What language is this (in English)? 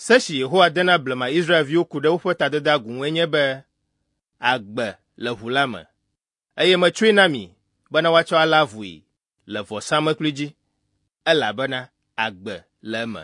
Ewe